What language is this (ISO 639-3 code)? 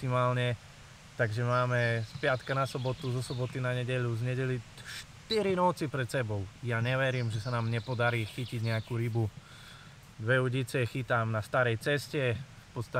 slk